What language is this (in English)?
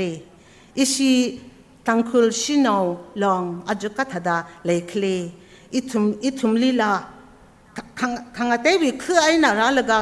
Tangkhul Naga (India)